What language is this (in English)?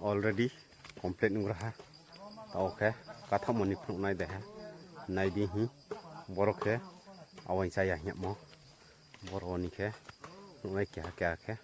Riang (India)